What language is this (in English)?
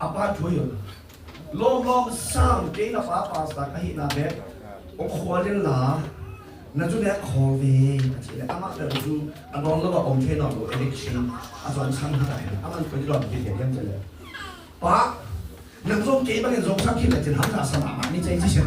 Tedim Chin